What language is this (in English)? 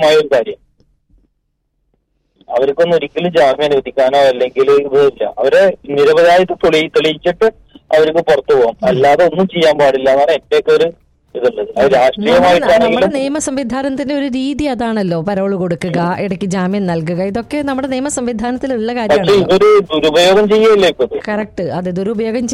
Malayalam